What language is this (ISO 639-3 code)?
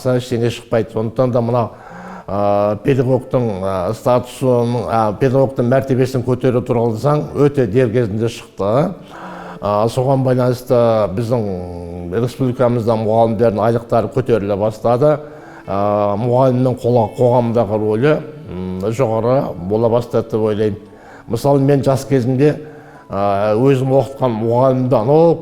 kaz